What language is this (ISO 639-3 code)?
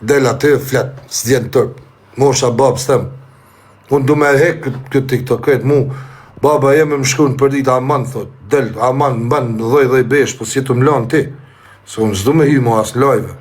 sqi